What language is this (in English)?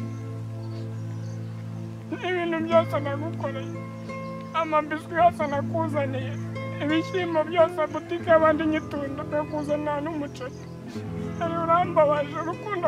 Kinyarwanda